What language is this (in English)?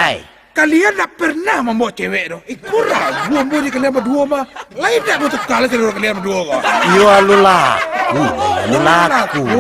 Minangkabau